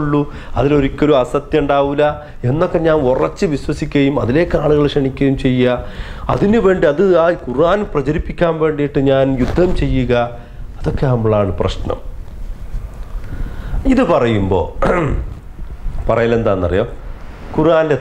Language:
Malayalam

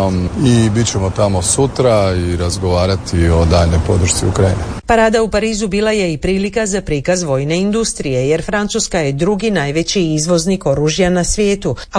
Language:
Croatian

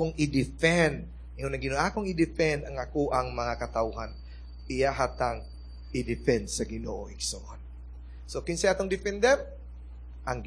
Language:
Cebuano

